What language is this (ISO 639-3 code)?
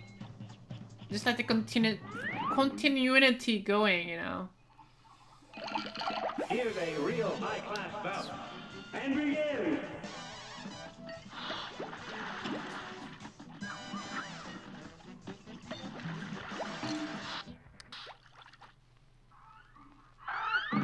eng